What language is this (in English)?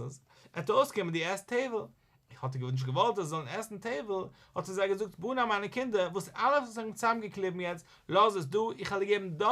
Yiddish